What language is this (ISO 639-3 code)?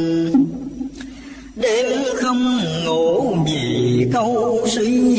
vie